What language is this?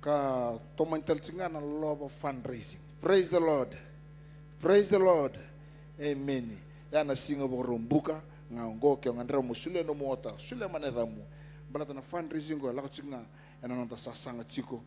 Fijian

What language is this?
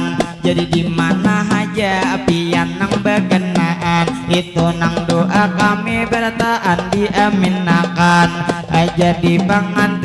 Banjar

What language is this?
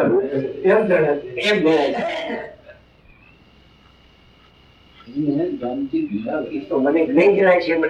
Gujarati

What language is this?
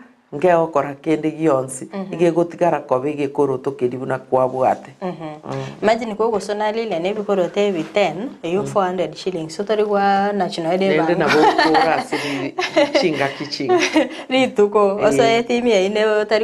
Gusii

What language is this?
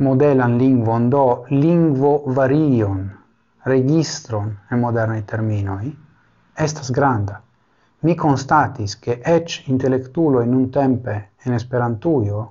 Esperanto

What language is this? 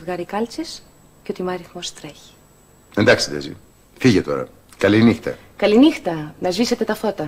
Greek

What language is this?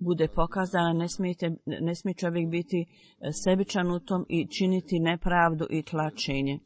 Bosnian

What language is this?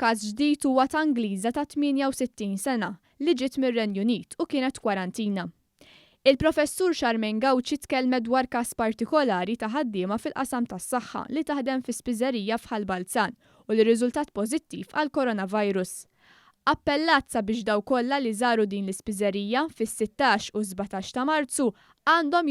Maltese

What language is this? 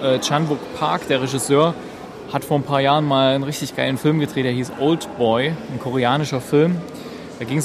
German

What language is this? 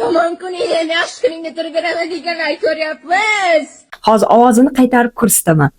Uzbek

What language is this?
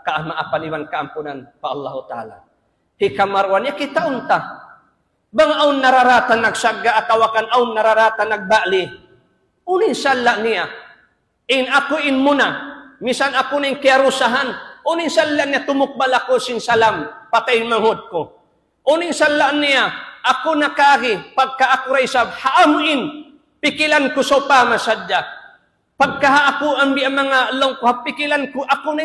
Tausug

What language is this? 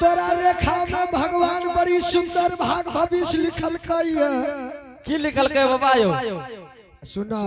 Angika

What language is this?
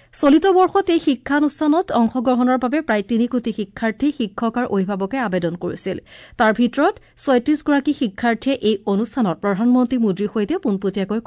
Assamese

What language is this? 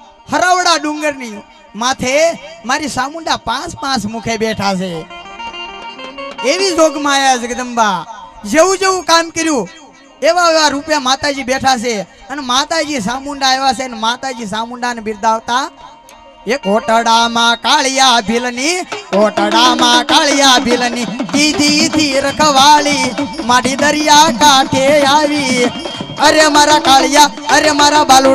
Gujarati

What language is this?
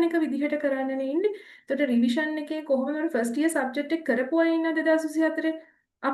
Sinhala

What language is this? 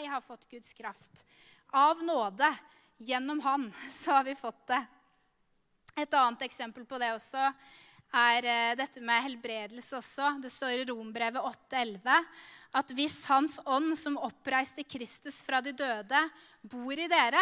Norwegian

